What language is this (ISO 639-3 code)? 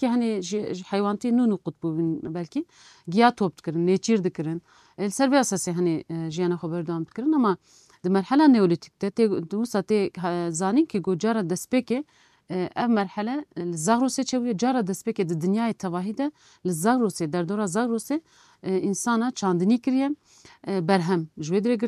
kur